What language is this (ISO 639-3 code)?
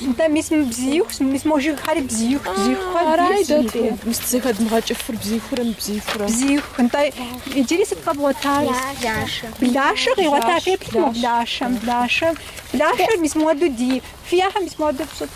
kbd